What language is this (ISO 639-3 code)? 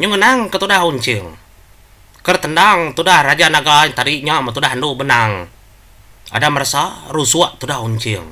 iba